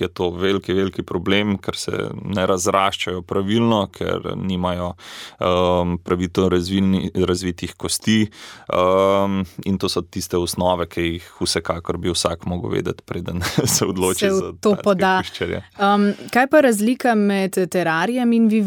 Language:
Slovenian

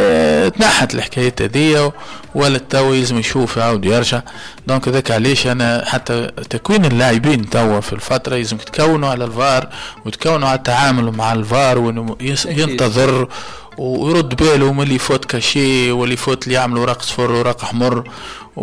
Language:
Tunisian Arabic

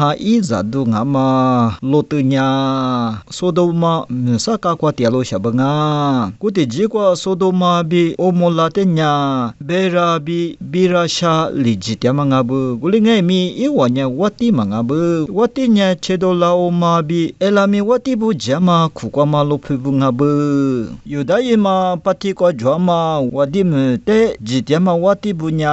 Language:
Lisu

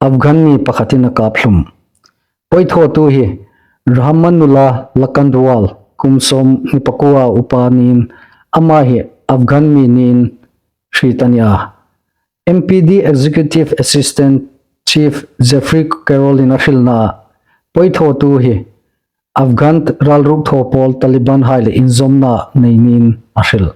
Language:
Hmar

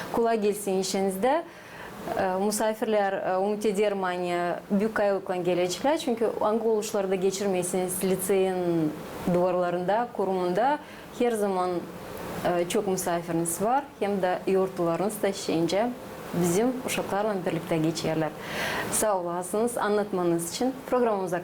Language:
Gagauz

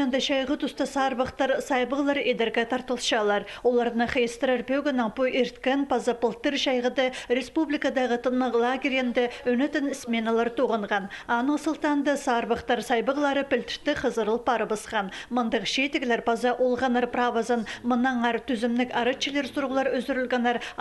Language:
Khakas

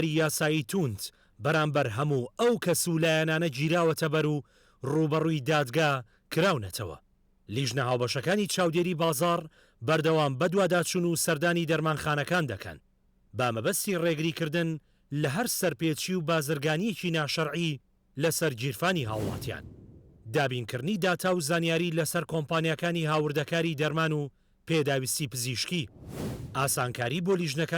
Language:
Central Kurdish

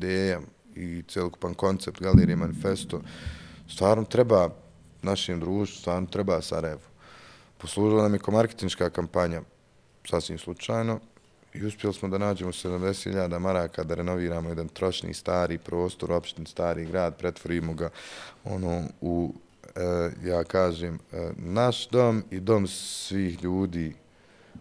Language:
Bosnian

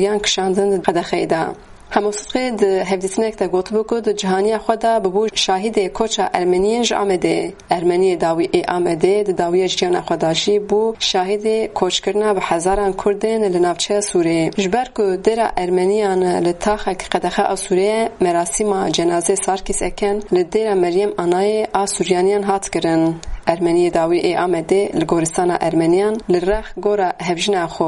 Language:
Kurdish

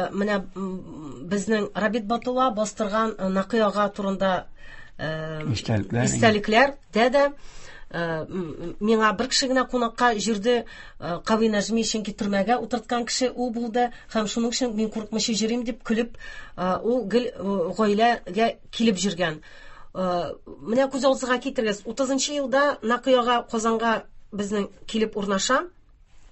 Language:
Tatar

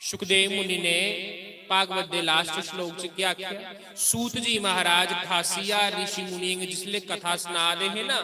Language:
Dogri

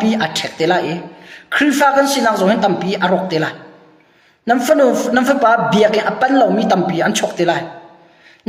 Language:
Hakha Chin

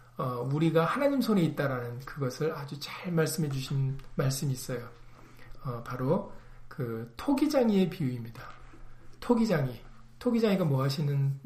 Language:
Korean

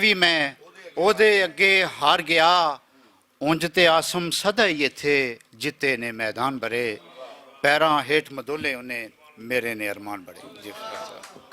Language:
Western Panjabi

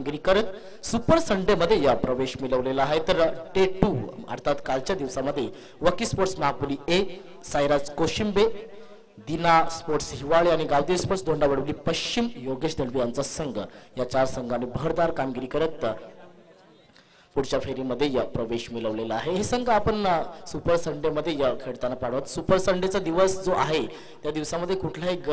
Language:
Marathi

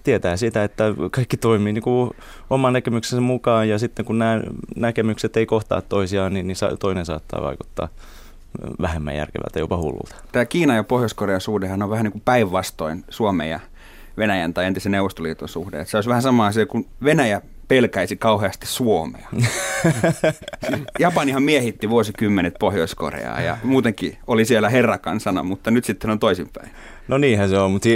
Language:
Finnish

